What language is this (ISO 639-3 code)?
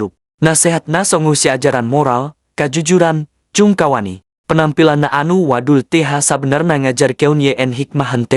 sun